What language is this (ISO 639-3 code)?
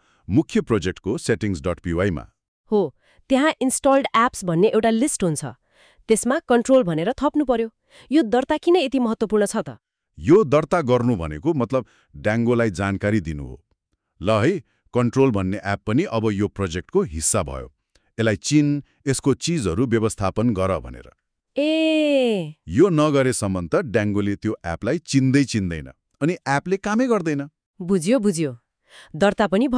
nep